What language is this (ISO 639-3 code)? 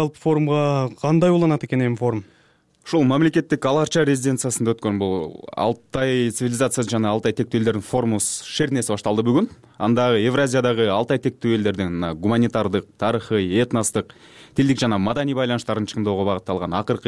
kir